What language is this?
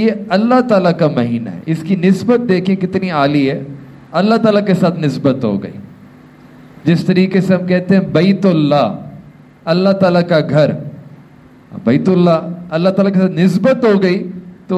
Urdu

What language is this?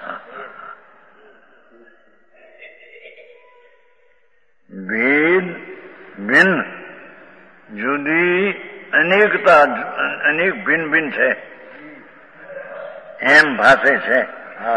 Gujarati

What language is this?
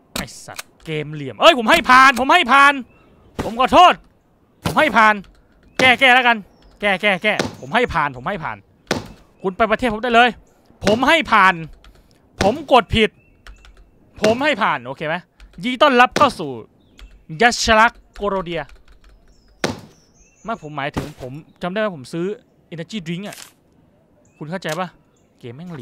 Thai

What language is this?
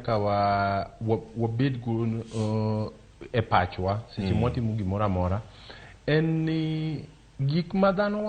Luo (Kenya and Tanzania)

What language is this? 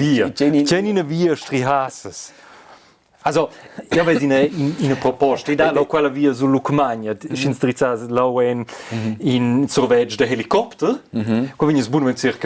Romansh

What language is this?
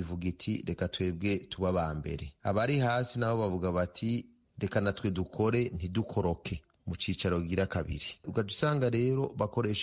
Rundi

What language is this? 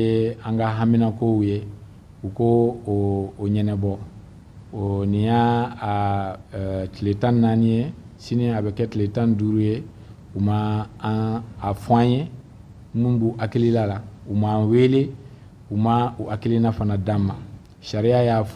Bambara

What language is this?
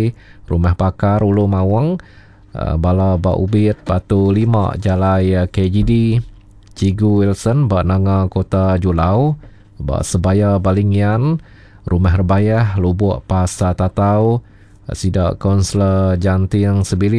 Iban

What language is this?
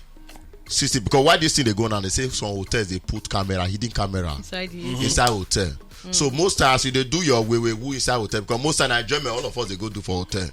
Nigerian Pidgin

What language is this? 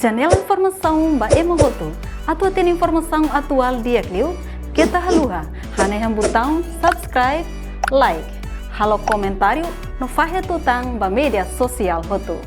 Tetum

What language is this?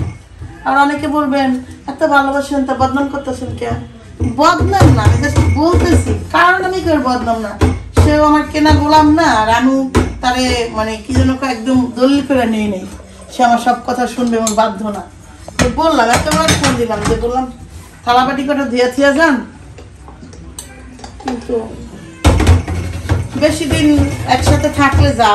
Bangla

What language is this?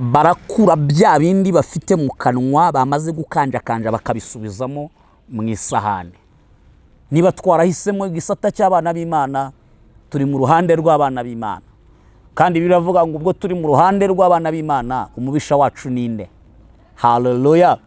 Kinyarwanda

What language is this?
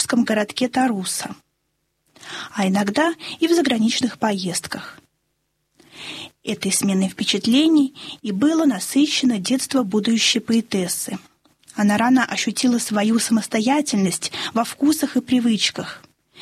Russian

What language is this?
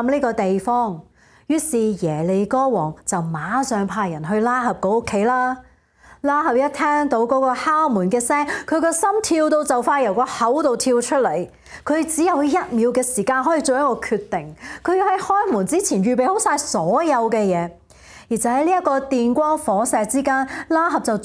Cantonese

